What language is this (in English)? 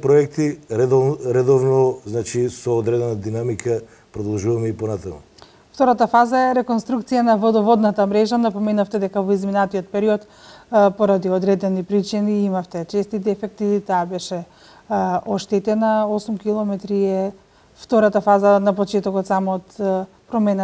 Macedonian